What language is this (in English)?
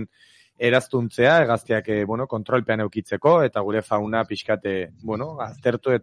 Basque